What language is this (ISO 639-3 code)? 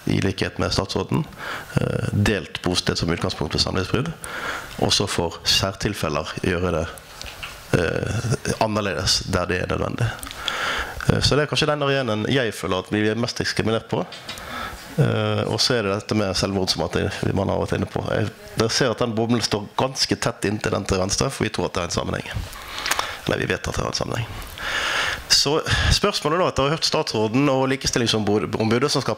nor